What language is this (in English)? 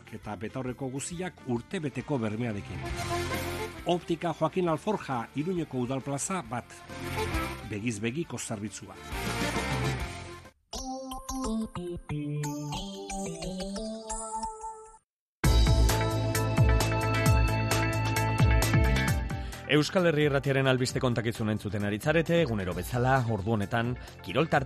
Basque